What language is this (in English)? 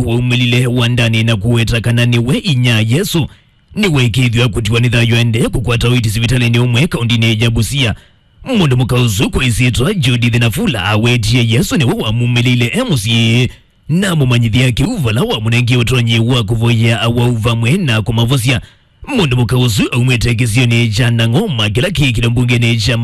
Kamba